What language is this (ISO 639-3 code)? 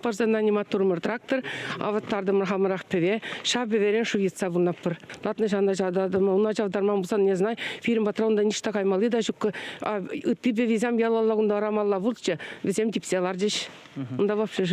chv